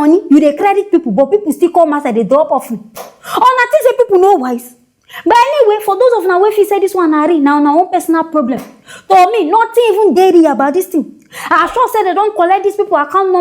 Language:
Nigerian Pidgin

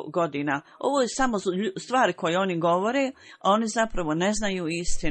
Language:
Bosnian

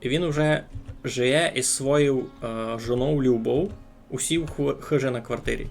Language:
Rusyn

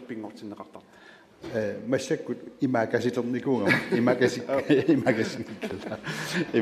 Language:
Kalaallisut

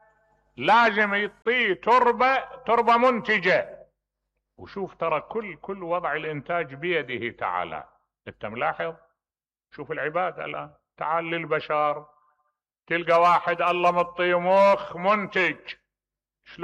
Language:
Mesopotamian Arabic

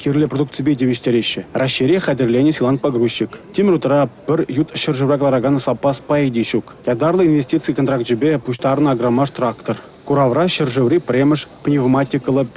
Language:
Chuvash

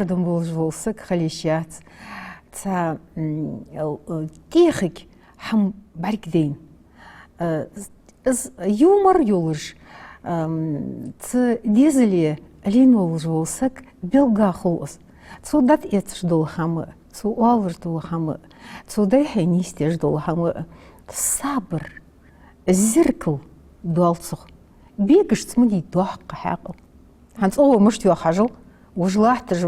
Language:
Ingush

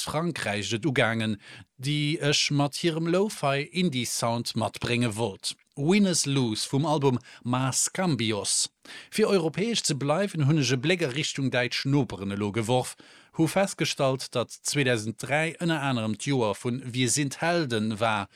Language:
Luxembourgish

